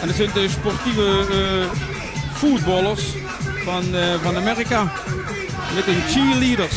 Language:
Limburgish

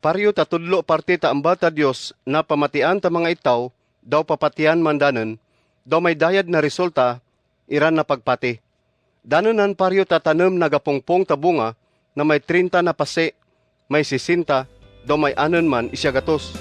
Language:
Kagayanen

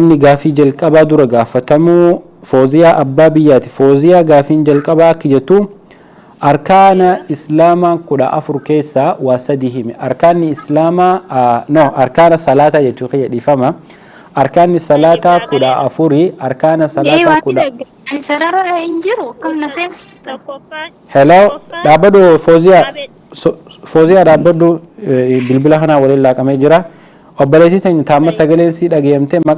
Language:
Oromo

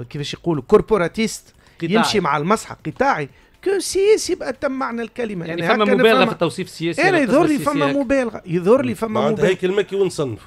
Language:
Tunisian Arabic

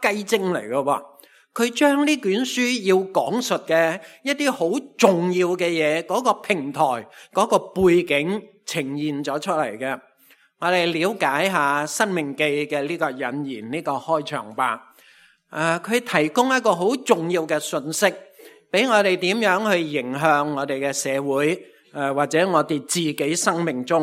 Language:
Cantonese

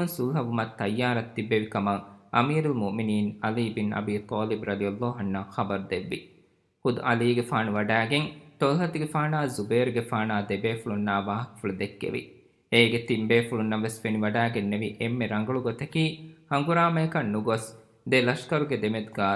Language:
Divehi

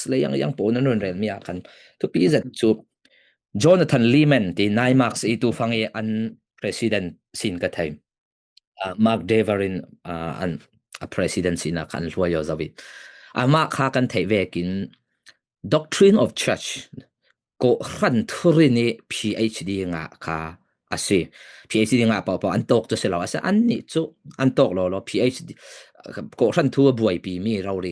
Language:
Falam Chin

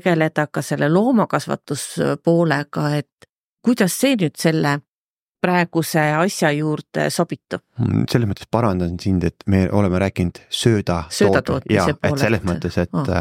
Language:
Estonian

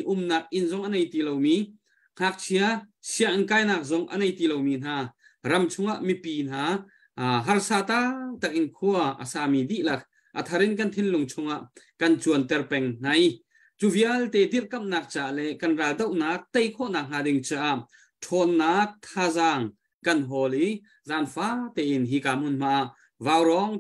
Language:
Hakha Chin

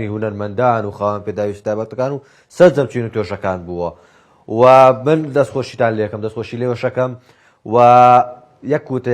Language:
Central Kurdish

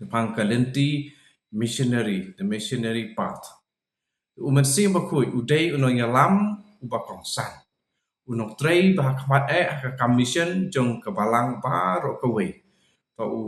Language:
Khasi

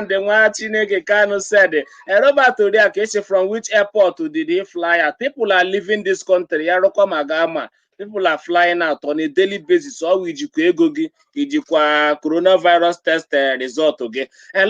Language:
Igbo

